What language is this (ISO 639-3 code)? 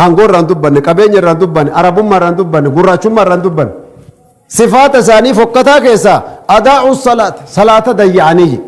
orm